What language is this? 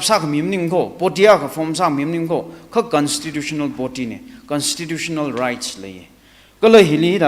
Tangkhul Naga (India)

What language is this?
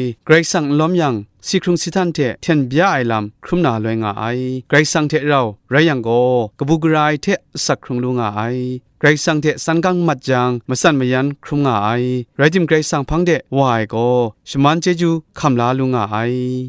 Kachin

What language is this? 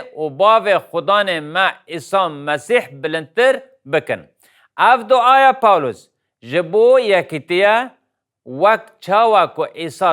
Kurdish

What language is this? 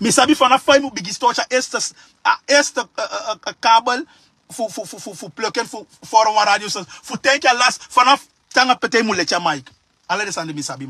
Sranan Tongo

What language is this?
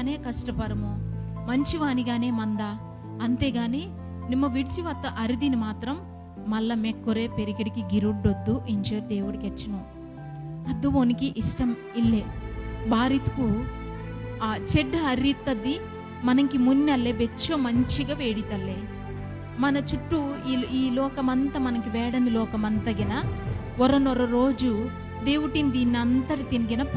Koya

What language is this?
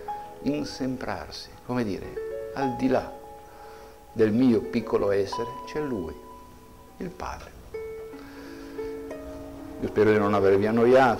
Italian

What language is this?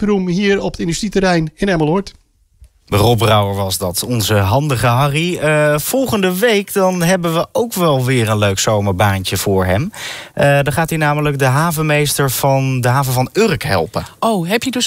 Dutch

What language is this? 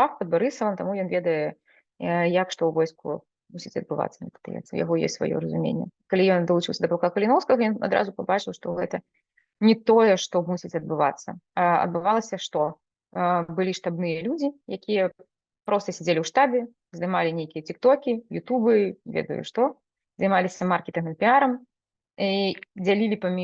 Belarusian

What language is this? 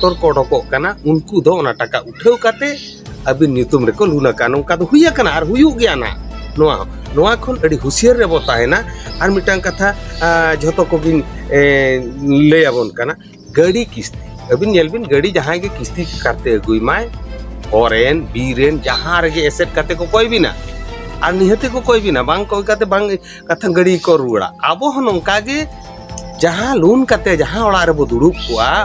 Santali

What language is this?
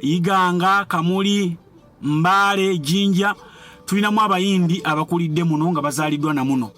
Ganda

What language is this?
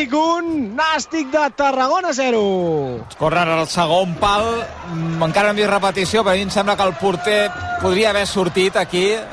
Catalan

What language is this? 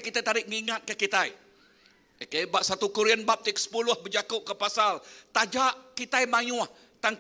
Iban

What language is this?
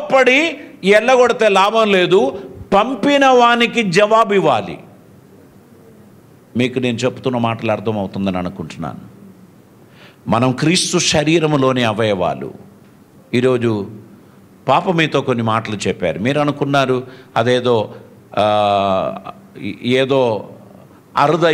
Telugu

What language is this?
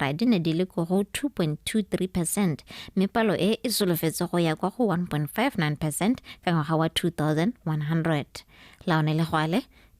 Tswana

